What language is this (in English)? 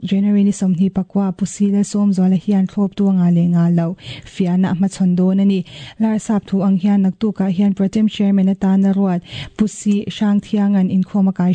Mizo